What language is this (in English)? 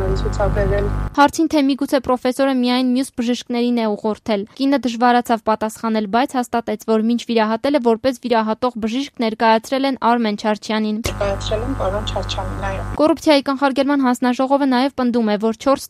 Armenian